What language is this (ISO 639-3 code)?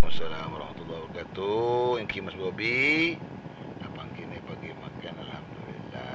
mad